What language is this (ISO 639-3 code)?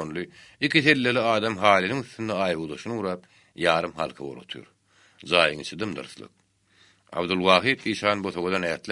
tuk